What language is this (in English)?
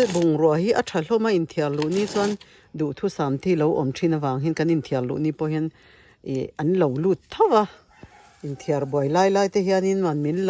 Mizo